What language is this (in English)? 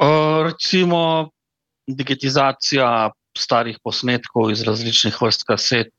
Slovenian